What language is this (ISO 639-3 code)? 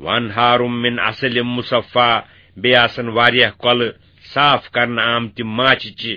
kas